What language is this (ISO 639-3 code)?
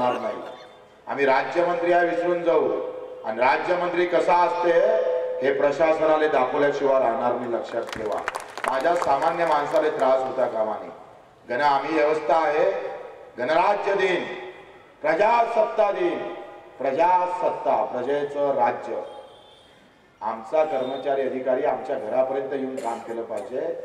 mar